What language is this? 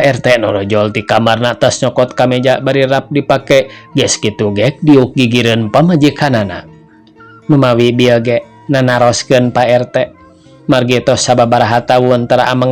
Sundanese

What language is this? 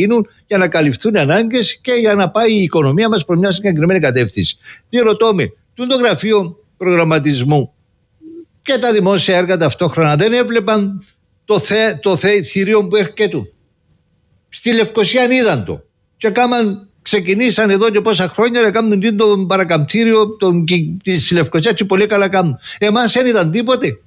Greek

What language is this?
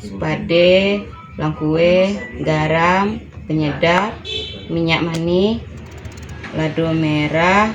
Minangkabau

